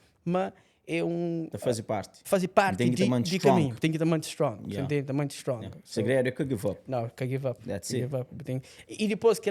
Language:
Kabuverdianu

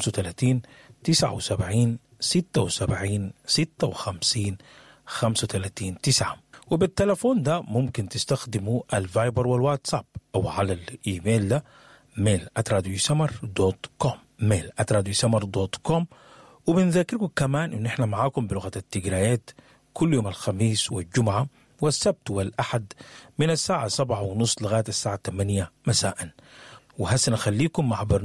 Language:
Sudanese Arabic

